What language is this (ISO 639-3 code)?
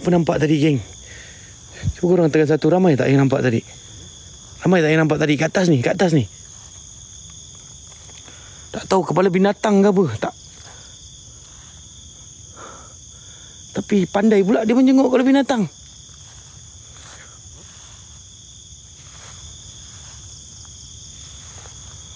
msa